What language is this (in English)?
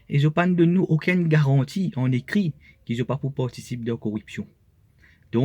Morisyen